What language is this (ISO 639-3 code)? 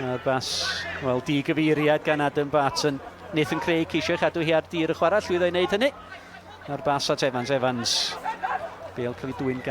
cym